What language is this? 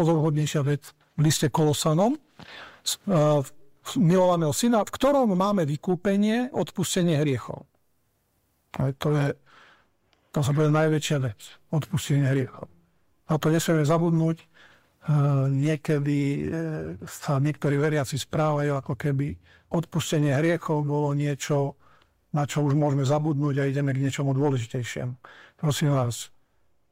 Slovak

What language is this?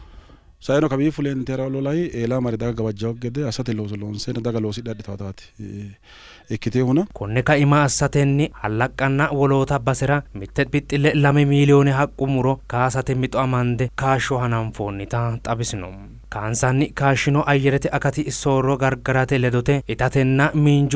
Sidamo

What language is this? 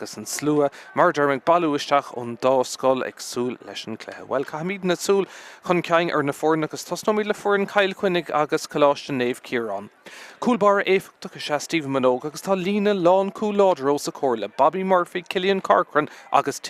Irish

